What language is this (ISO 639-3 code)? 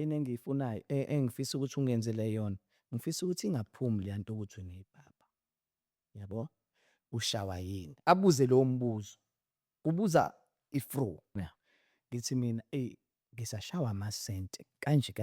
zul